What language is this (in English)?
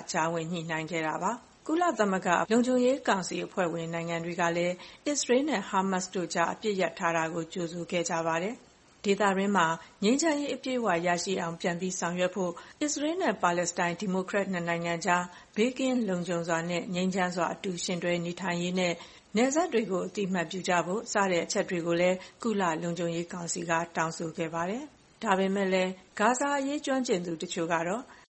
Burmese